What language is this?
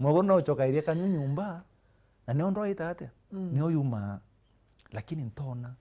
Meru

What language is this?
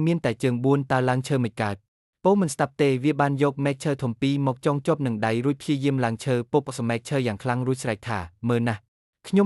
Khmer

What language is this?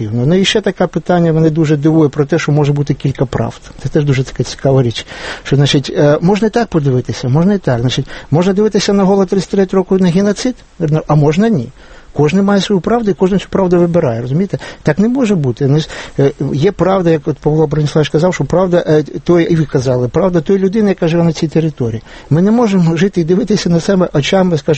Ukrainian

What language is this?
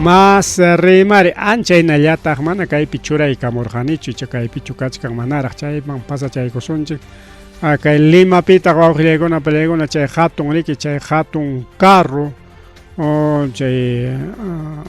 Ayacucho Quechua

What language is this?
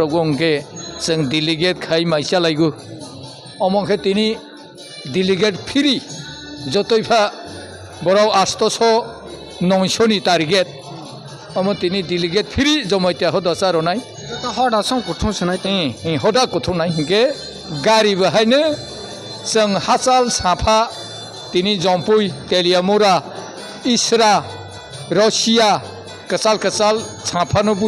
Kok Borok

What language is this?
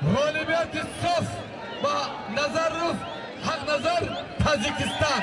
Tajik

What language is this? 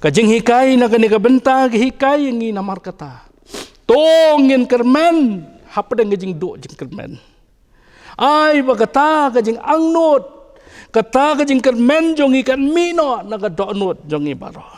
Khasi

